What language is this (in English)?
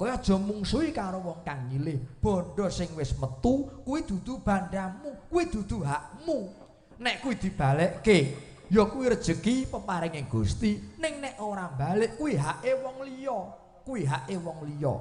Javanese